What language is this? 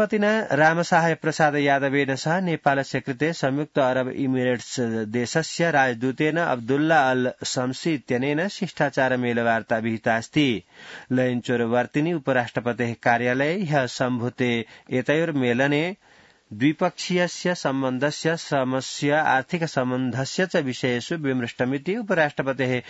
Sanskrit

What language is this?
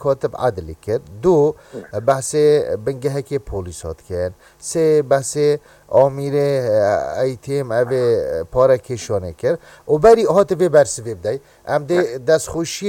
Kurdish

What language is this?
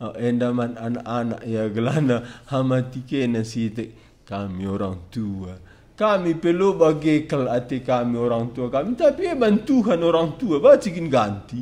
Batak Karo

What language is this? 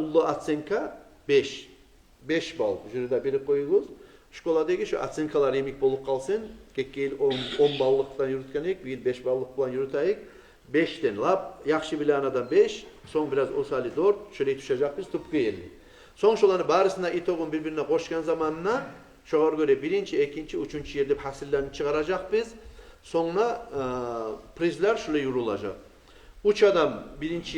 Kumyk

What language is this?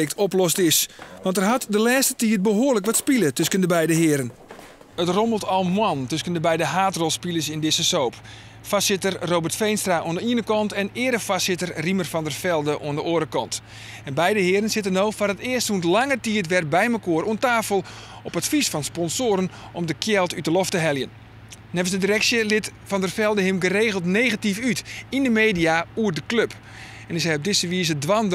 Western Frisian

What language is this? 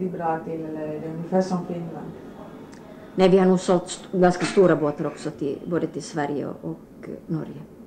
Swedish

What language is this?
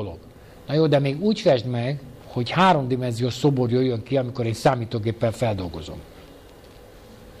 Hungarian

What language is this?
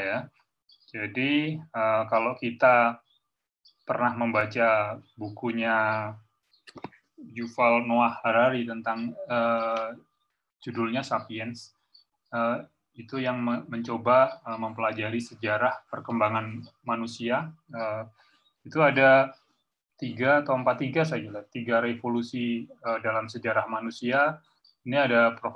Indonesian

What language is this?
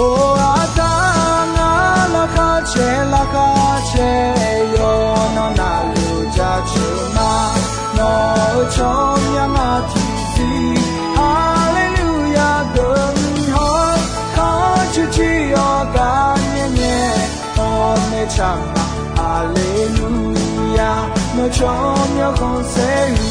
Akha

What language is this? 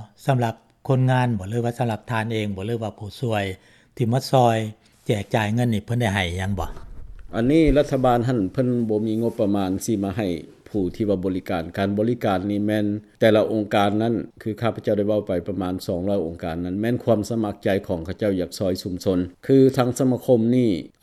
Lao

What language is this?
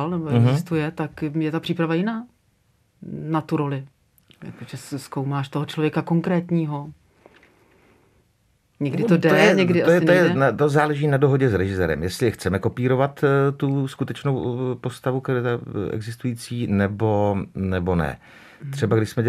Czech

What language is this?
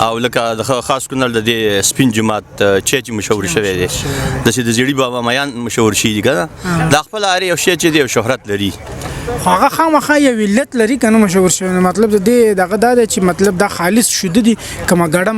Pashto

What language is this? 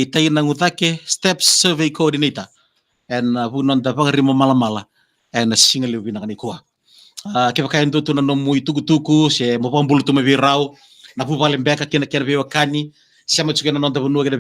Fijian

